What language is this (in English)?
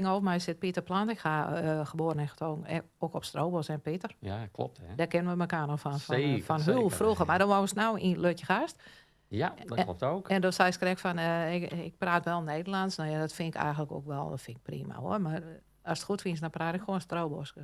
Western Frisian